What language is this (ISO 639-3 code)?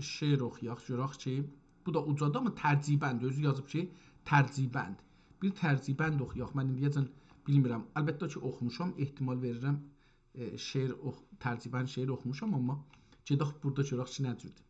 azb